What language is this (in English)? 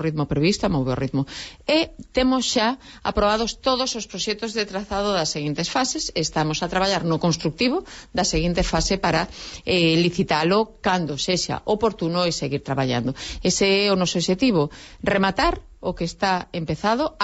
Galician